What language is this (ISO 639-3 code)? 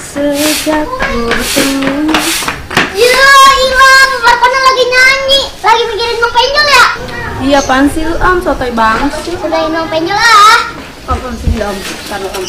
bew